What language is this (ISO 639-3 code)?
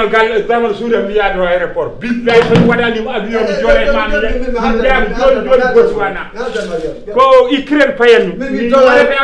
ful